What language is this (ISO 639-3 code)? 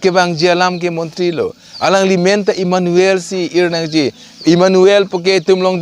mjw